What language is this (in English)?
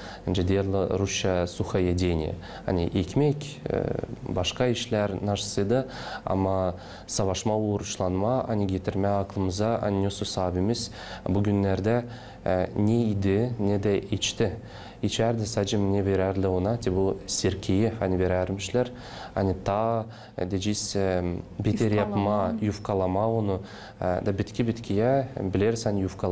Gagauz